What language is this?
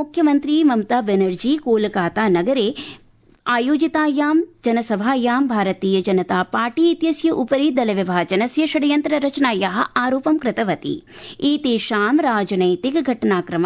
Sanskrit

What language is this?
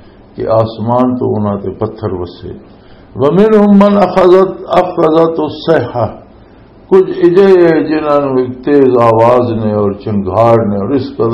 Western Panjabi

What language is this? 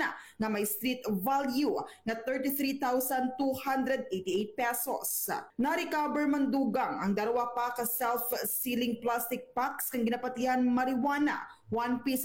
Hiligaynon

